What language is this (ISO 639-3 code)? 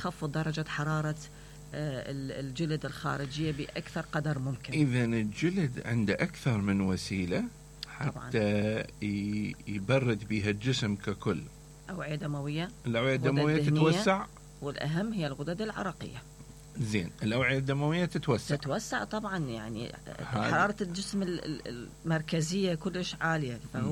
acm